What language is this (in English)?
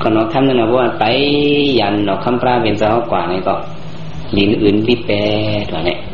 Shan